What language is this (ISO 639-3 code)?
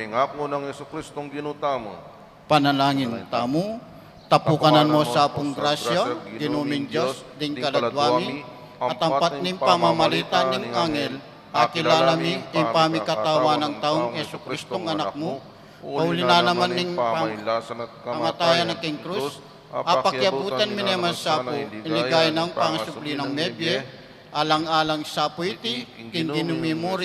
pam